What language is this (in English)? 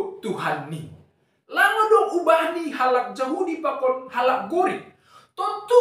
Batak Simalungun